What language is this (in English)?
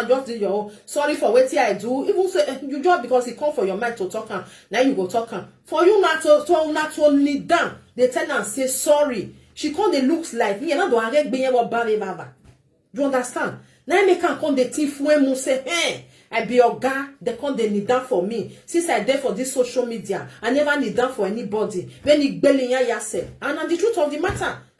Nigerian Pidgin